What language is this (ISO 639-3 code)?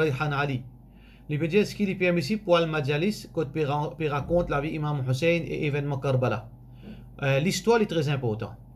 mfe